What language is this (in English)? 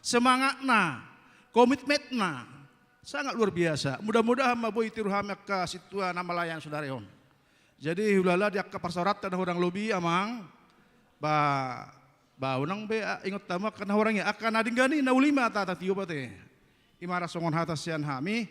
Batak Toba